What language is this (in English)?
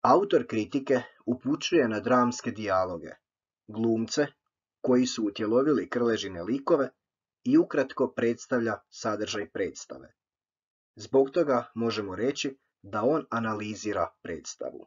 Croatian